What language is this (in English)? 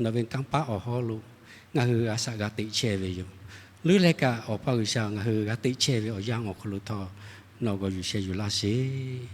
Lahu